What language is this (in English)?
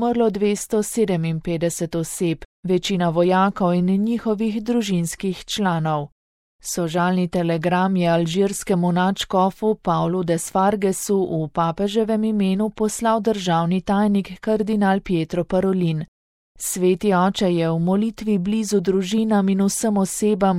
Slovenian